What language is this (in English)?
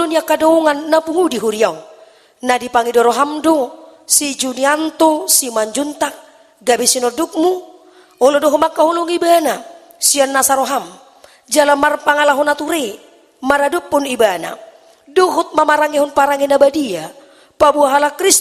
Batak Toba